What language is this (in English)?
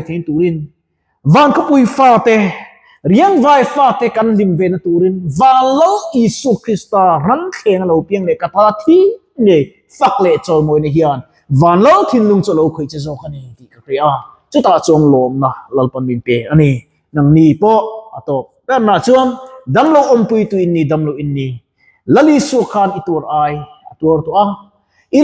Mizo